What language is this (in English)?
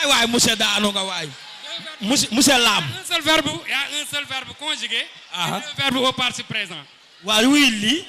Wolof